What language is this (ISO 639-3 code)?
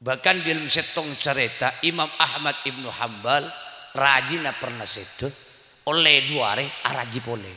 mad